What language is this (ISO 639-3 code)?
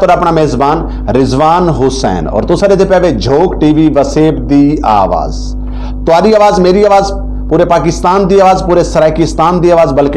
skr